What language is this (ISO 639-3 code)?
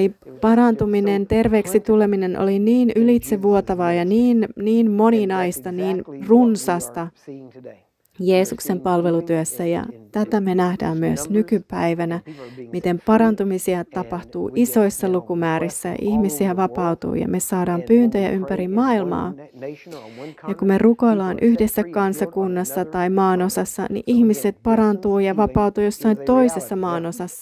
fin